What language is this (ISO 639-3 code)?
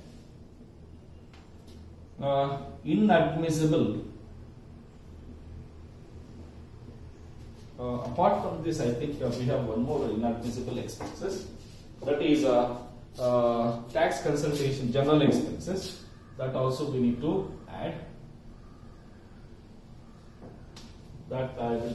eng